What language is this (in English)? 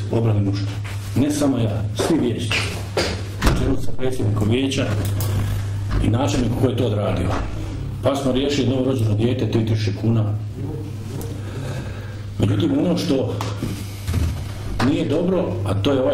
Croatian